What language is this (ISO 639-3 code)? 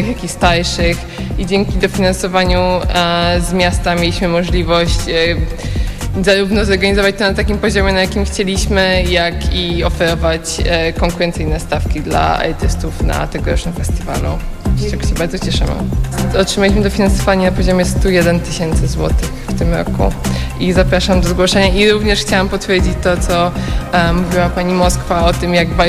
pol